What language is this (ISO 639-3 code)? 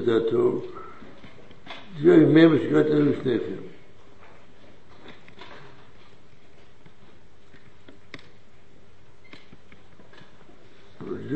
heb